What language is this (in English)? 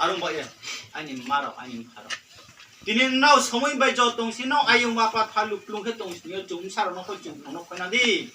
Riang (India)